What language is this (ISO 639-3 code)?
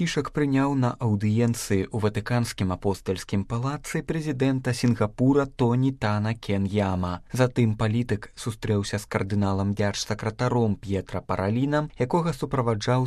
bel